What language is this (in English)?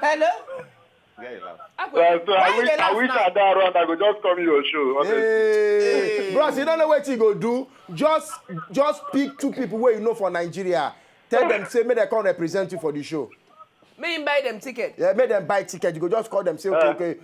Nigerian Pidgin